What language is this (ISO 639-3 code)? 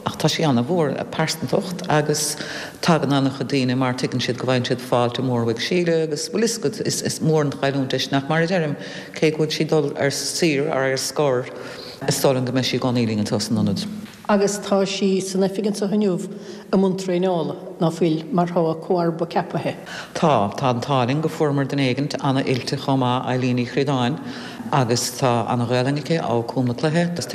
gle